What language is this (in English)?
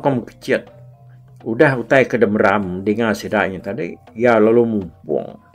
Iban